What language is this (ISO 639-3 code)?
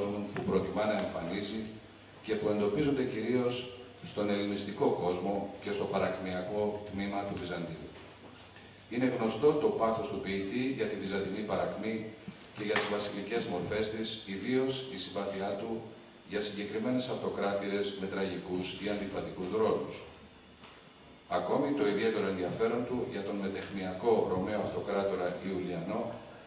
ell